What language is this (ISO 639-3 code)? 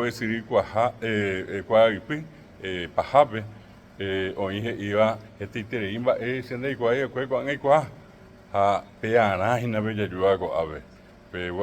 grn